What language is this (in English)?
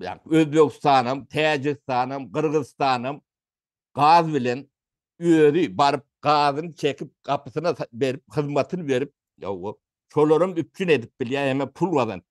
Turkmen